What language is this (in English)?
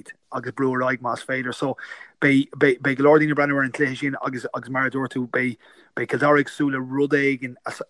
Irish